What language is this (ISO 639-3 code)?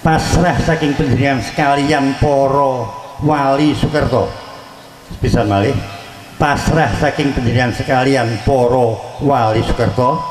jav